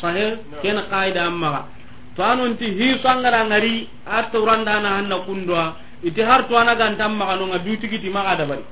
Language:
Soninke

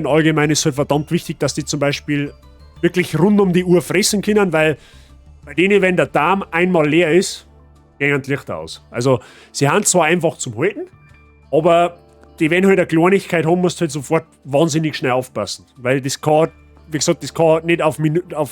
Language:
Bavarian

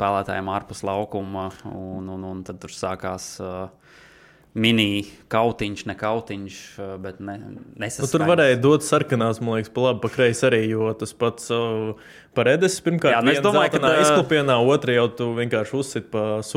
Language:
Latvian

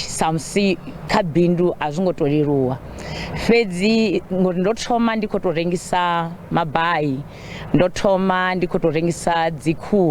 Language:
Venda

